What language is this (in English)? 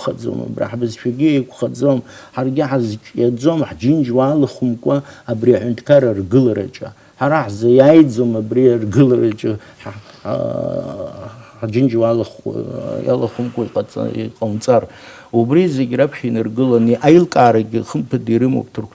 Abkhazian